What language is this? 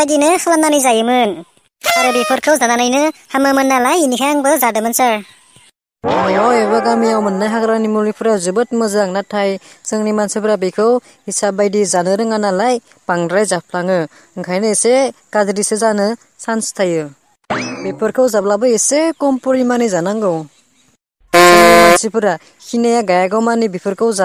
Bodo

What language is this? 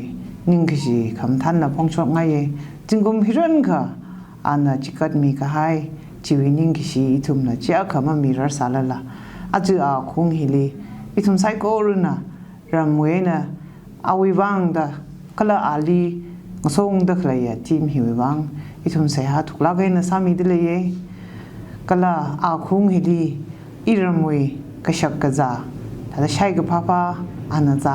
Tangkhul Naga (India)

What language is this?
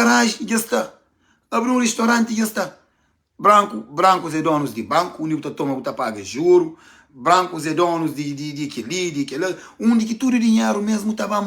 Kabuverdianu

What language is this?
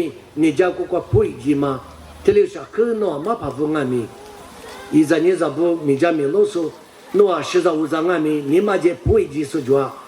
Lisu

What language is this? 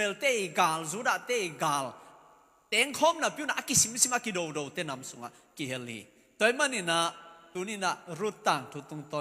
Tedim Chin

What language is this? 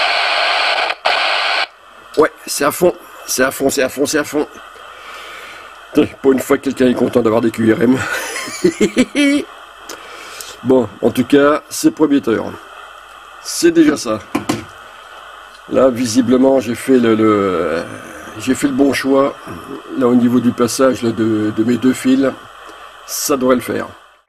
French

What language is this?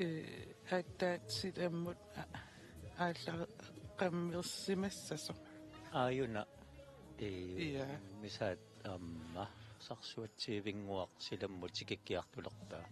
Kalaallisut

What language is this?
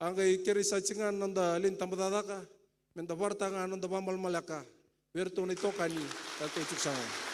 Fijian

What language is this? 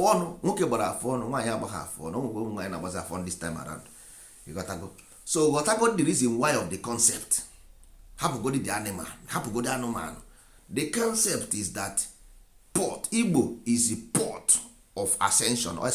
Igbo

